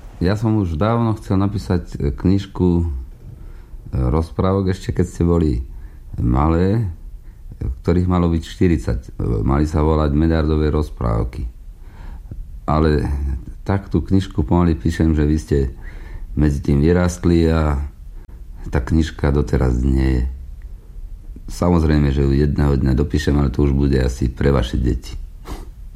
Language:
Slovak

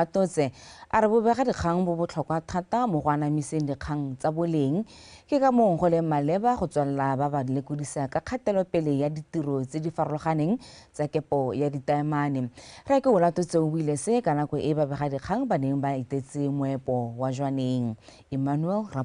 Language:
Tswana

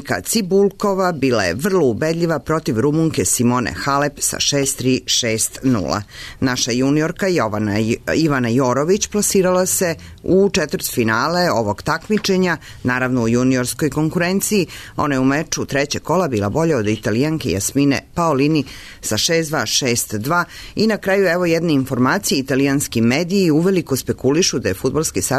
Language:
Serbian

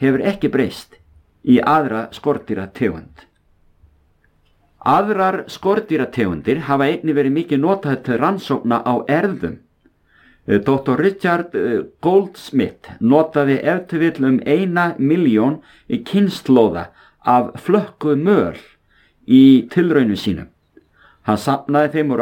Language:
Icelandic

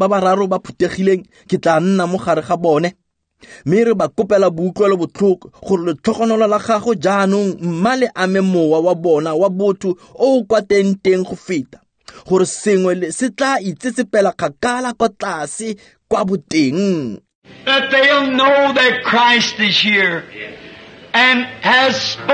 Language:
Tswana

